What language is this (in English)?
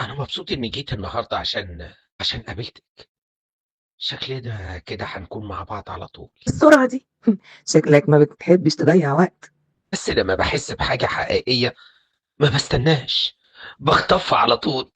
Egyptian Arabic